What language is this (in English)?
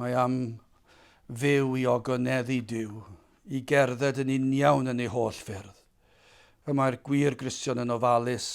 Welsh